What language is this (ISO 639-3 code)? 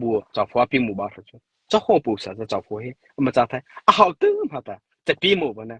mrh